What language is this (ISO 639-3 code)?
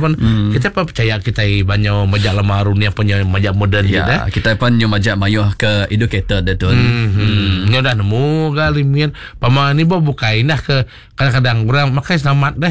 iba